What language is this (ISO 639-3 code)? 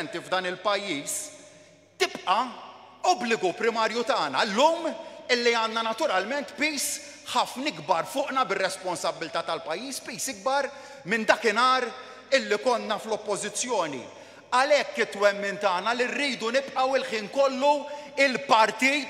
mlt